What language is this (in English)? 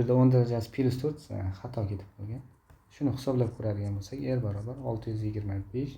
Uzbek